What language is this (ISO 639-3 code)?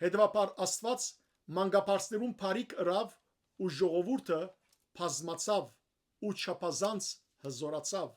hyw